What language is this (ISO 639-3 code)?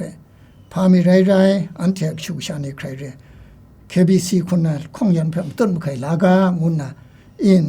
kac